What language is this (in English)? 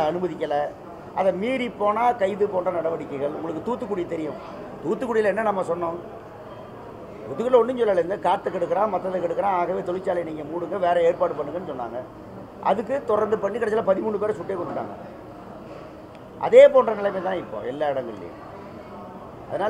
Tamil